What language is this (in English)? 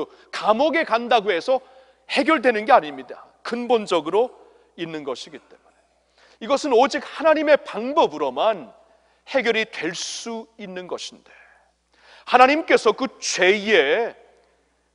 Korean